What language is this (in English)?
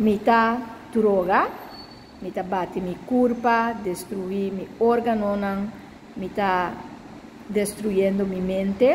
Papiamento